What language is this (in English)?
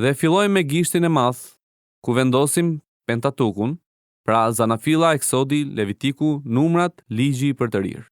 Albanian